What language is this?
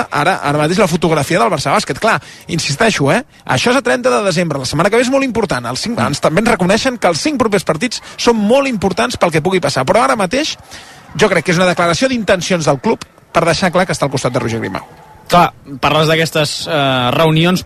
Catalan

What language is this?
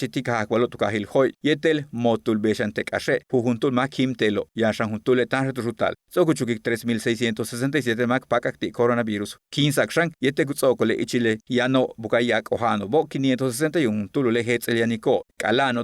Yucateco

